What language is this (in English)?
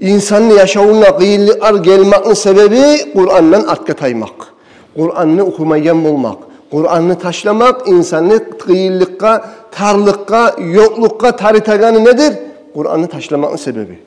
Kumyk